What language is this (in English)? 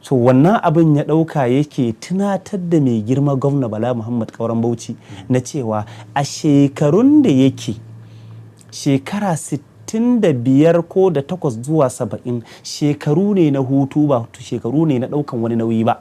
Hausa